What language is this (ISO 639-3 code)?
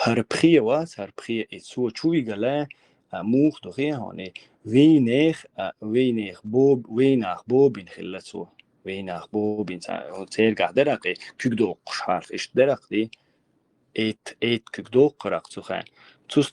che